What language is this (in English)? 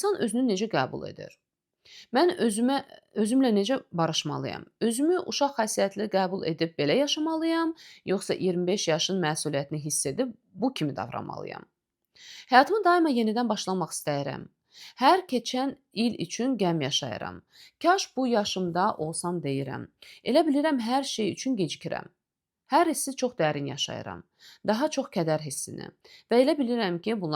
Azerbaijani